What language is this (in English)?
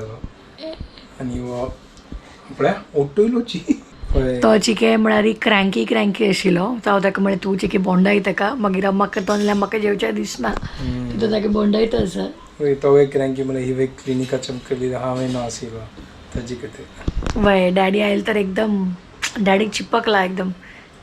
Konkani